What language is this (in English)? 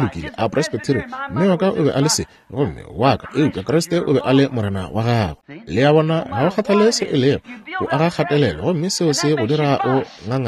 Northern Sotho